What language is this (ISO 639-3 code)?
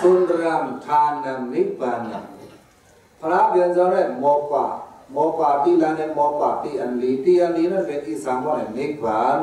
shn